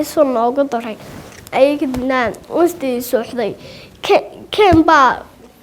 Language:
Somali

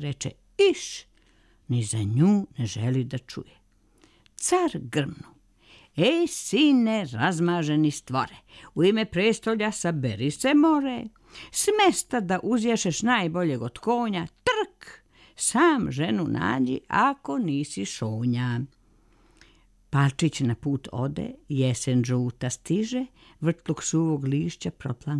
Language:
Serbian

